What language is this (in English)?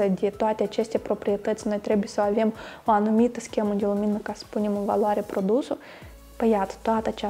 Romanian